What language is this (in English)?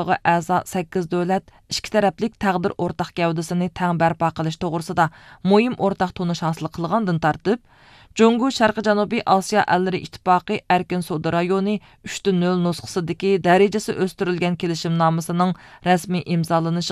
Uyghur